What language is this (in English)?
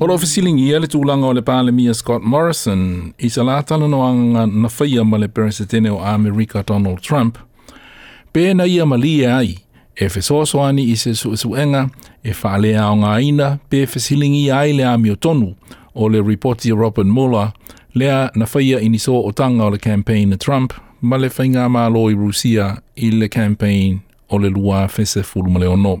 Samoan